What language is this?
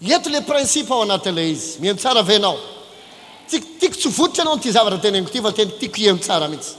Malagasy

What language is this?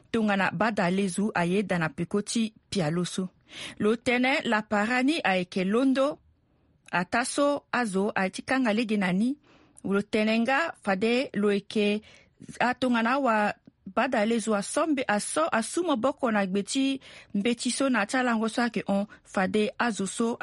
Sango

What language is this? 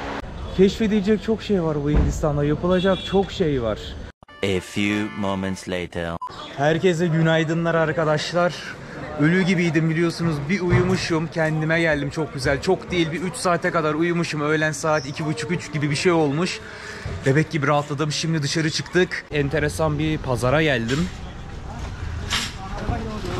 Turkish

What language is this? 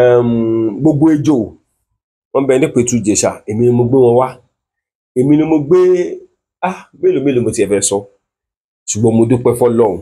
Yoruba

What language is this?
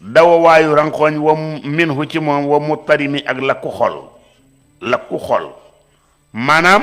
Wolof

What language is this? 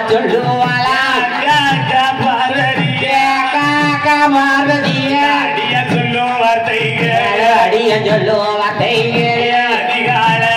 Tamil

